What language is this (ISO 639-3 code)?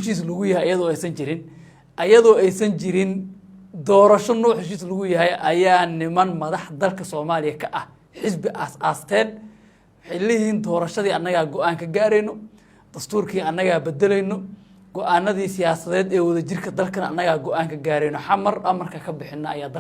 som